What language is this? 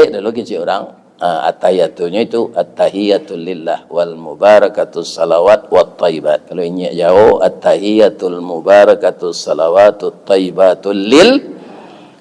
Minangkabau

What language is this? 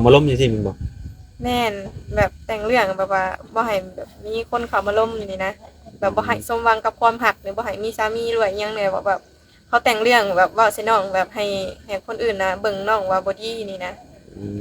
Lao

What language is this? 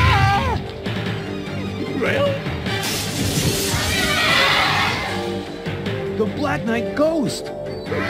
English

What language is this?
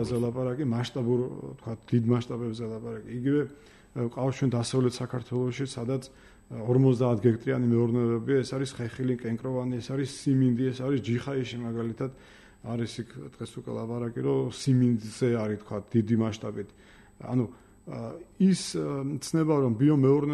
Georgian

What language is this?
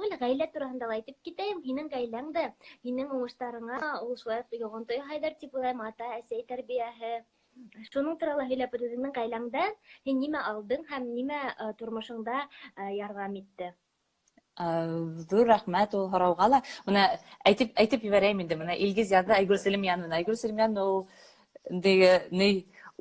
Bashkir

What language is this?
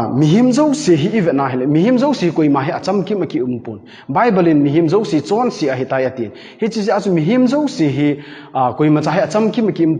Thado Chin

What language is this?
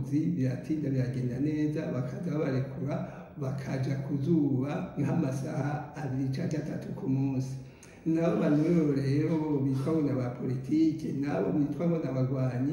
Rundi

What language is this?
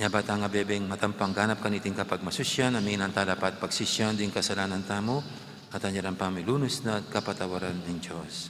Pampanga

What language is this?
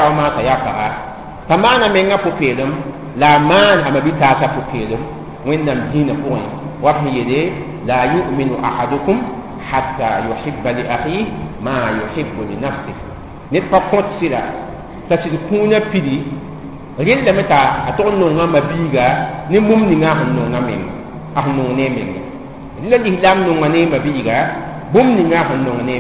Mossi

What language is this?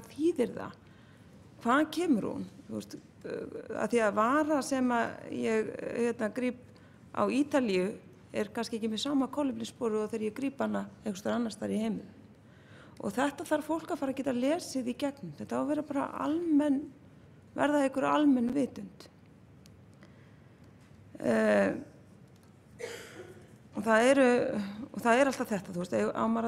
Icelandic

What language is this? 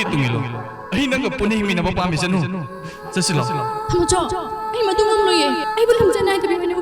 Manipuri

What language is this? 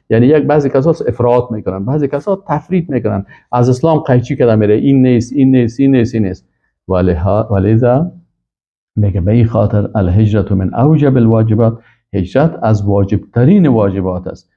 Persian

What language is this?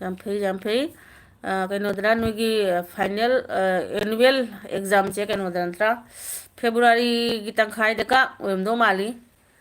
Manipuri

